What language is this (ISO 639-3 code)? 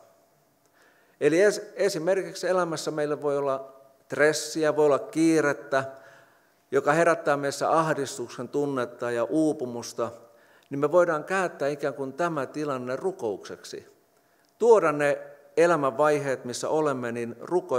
fin